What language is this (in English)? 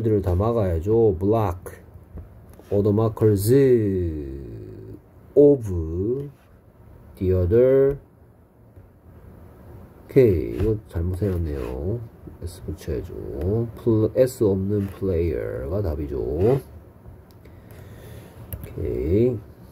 Korean